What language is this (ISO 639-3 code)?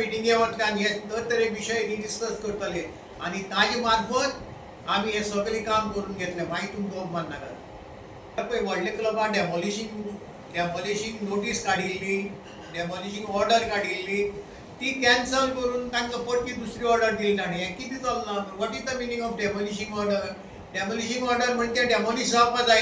kok